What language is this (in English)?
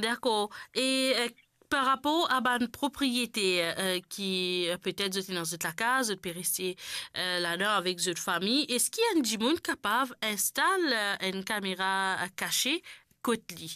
Morisyen